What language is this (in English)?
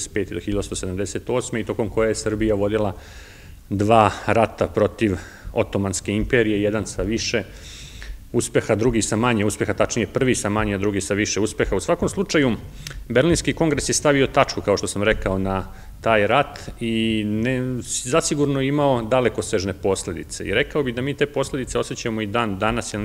Serbian